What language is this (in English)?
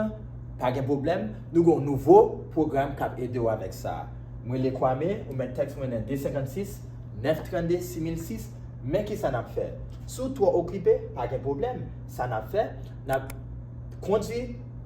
Haitian Creole